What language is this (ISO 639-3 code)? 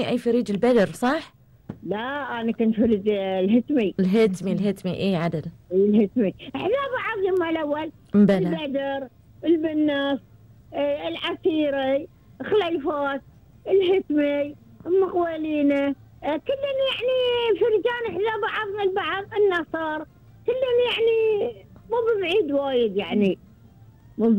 afb